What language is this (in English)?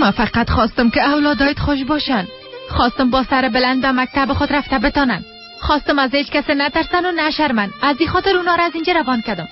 Tajik